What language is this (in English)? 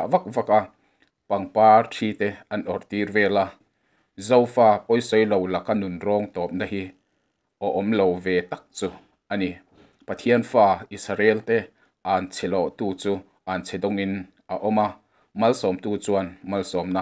Mizo